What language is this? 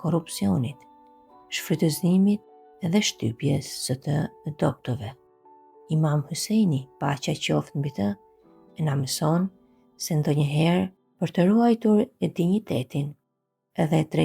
Albanian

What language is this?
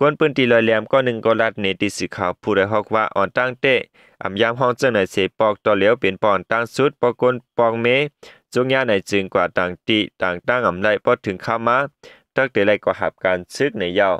Shan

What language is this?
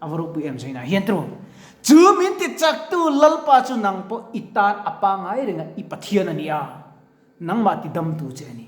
Mizo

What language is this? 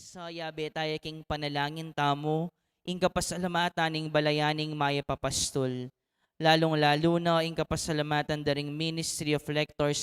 Pampanga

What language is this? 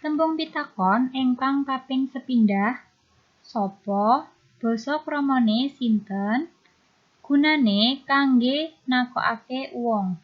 Javanese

